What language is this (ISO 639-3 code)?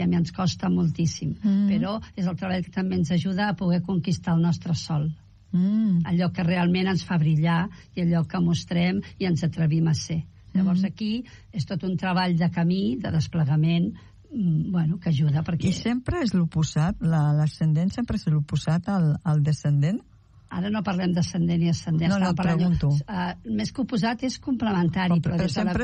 cat